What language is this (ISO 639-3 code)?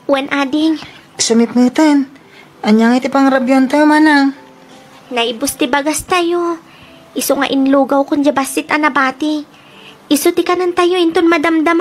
ilo